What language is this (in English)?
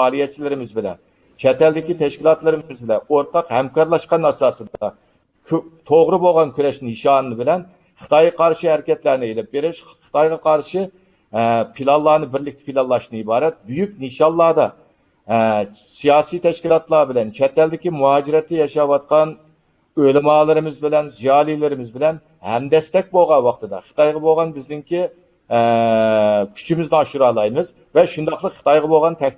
Uyghur